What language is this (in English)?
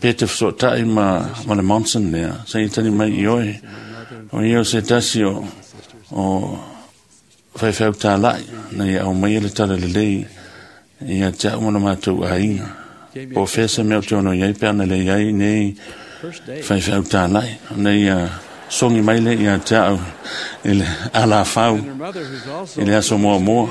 Samoan